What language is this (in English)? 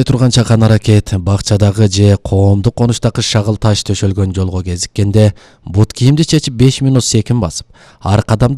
Kyrgyz